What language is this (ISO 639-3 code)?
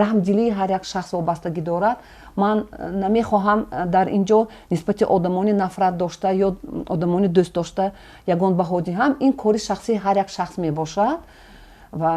tgk